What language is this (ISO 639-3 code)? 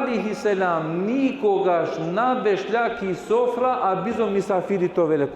rmn